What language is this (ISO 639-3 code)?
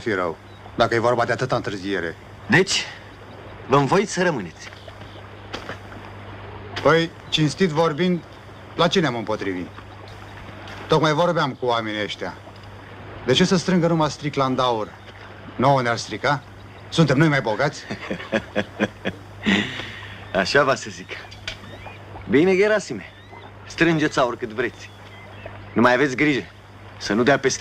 ron